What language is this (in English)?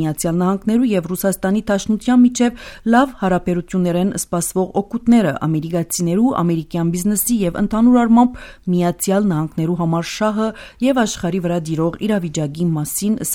Armenian